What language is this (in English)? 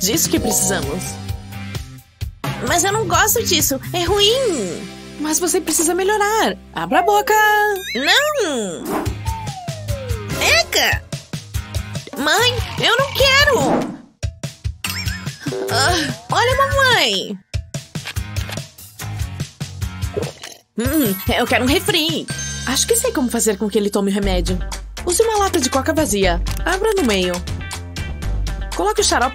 Portuguese